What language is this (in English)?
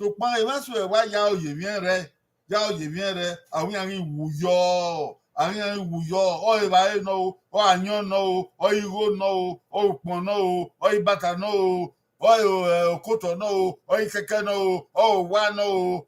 Bini